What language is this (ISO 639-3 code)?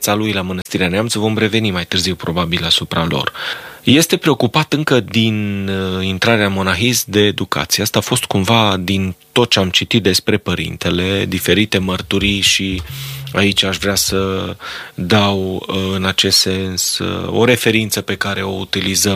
ron